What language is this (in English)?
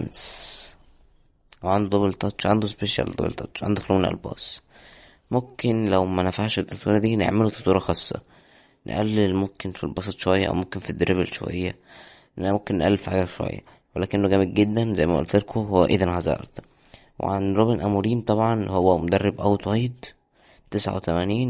Egyptian Arabic